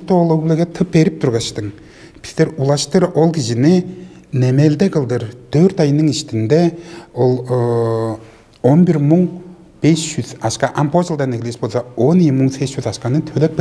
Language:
Tuvinian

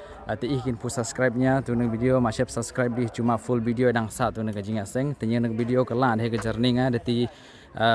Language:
Khasi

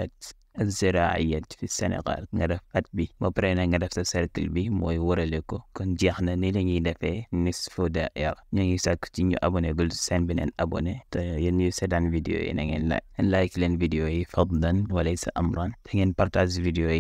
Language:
Wolof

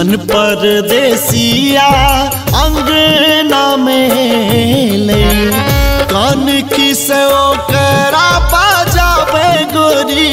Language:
Maithili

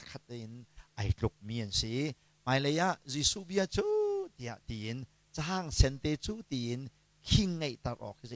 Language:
Hakha Chin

